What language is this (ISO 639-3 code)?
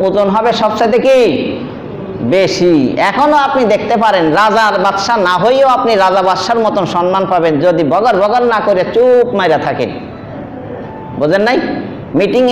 ben